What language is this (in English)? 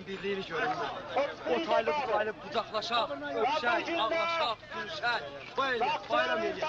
South Azerbaijani